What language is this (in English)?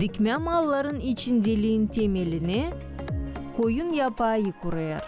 Gagauz